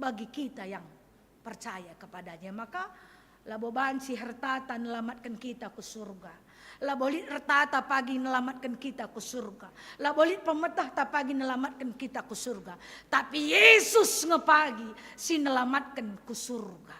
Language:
Batak Karo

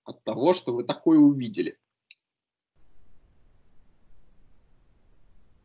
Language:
Russian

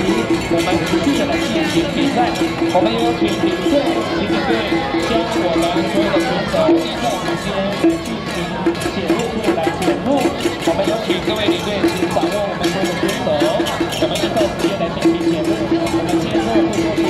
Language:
Chinese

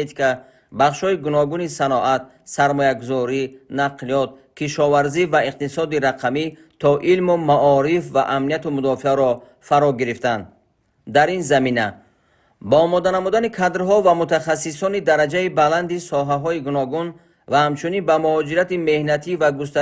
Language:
Tajik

